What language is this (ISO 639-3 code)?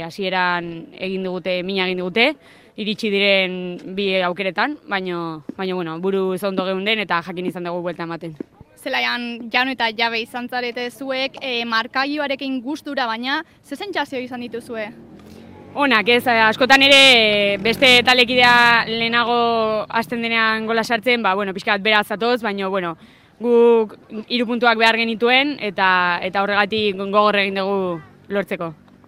eus